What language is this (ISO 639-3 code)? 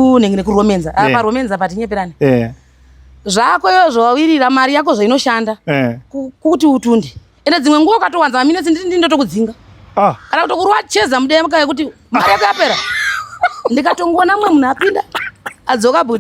sna